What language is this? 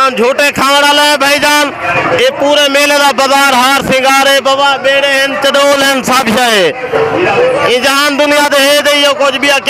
Saraiki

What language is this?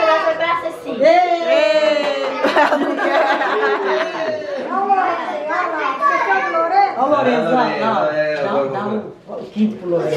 Portuguese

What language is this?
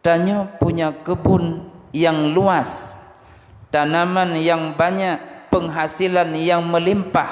Achinese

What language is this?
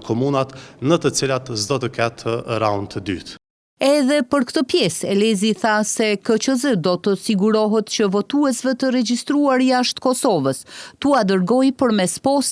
Albanian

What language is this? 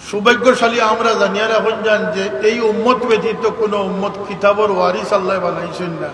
Sylheti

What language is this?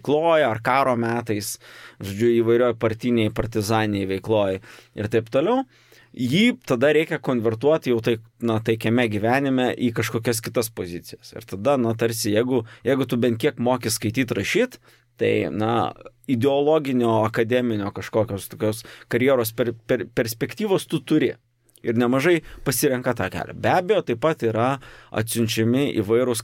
Lithuanian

